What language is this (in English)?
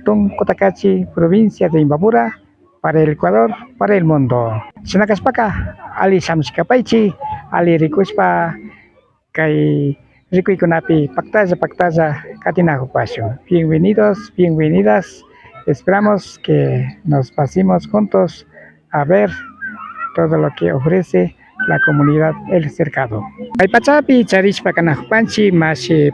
Imbabura Highland Quichua